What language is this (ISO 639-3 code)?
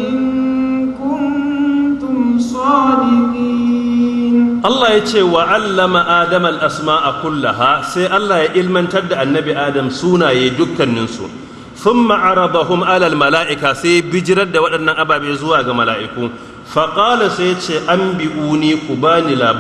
hau